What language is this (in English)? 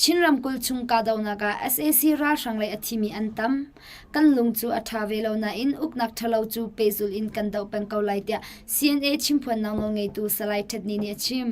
Hakha Chin